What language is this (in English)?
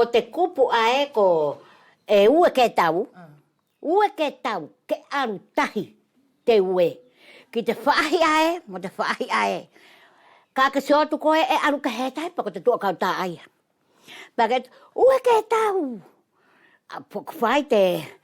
Wallisian